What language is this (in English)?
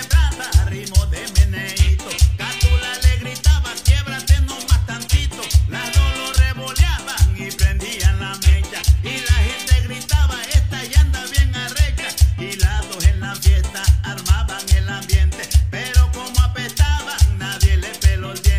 Spanish